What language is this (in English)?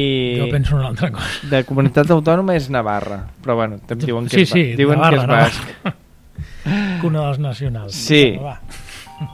Catalan